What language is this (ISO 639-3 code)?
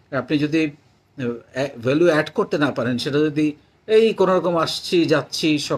ben